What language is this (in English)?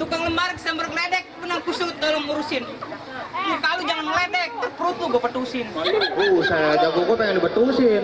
Betawi